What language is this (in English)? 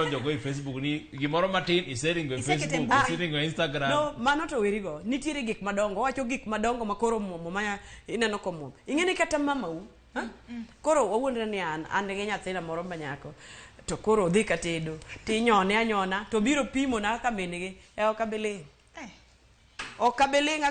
Luo (Kenya and Tanzania)